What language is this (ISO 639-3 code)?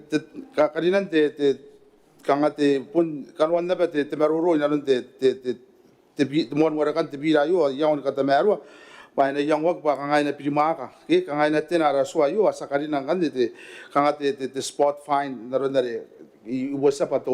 gil